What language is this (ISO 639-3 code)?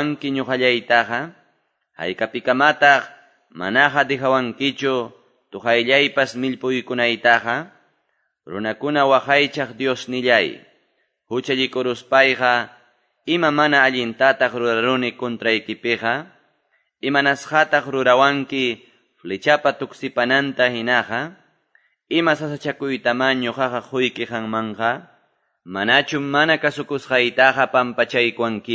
que